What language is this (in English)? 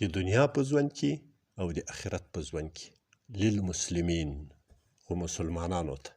Pashto